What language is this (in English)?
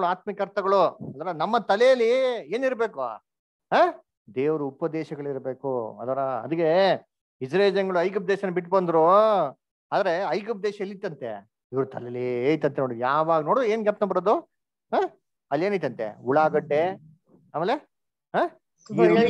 Kannada